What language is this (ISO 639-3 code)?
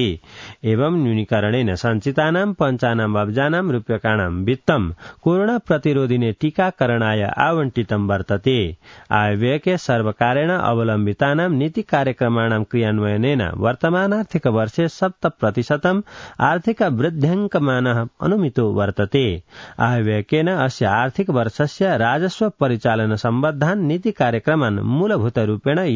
san